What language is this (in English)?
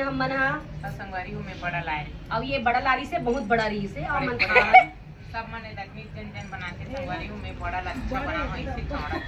Chhattisgarhi